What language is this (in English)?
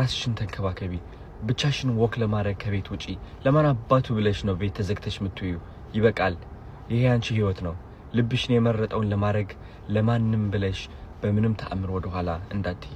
Amharic